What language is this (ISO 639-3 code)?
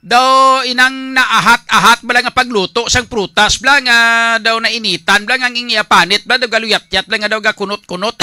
hil